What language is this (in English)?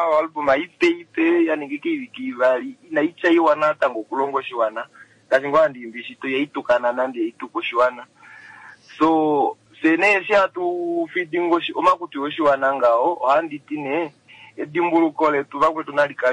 Kuanyama